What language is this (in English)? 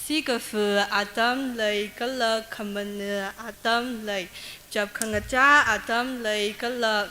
Tangkhul Naga (India)